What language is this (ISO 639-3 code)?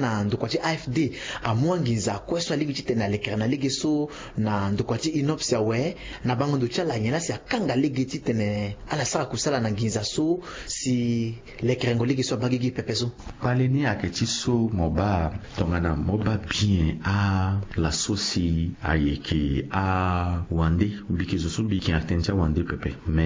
sag